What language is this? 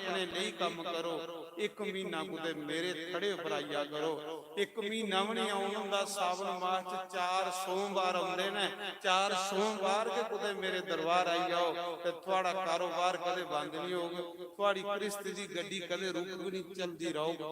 Dogri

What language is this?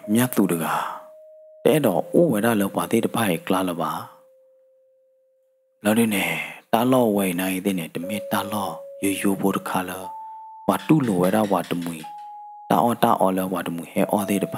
S'gaw Karen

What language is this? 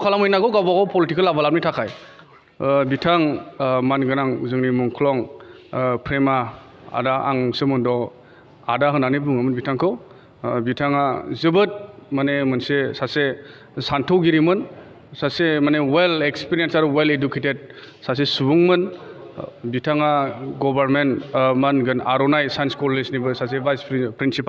Bodo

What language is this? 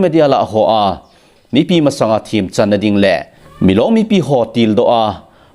Thado Chin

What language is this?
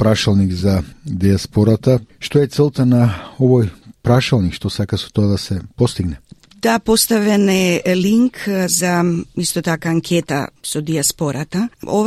Macedonian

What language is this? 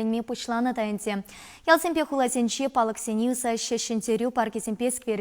Chuvash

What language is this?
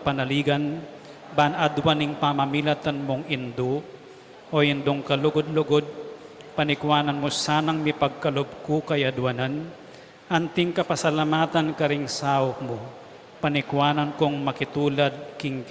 Pampanga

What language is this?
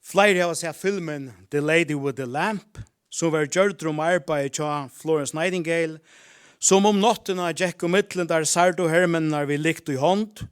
Faroese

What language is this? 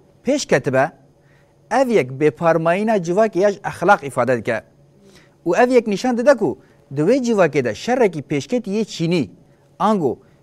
Kurdish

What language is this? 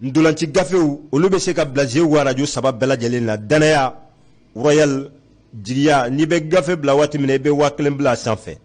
Bambara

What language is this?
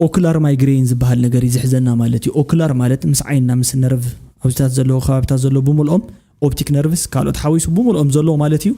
Tigrinya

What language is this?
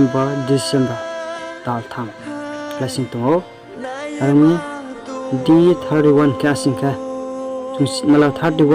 Riang (India)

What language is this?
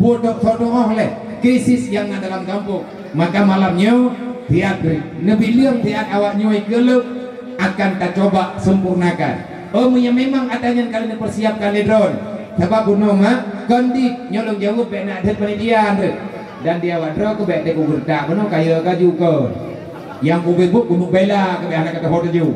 Achinese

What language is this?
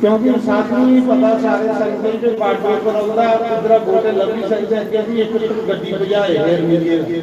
Dogri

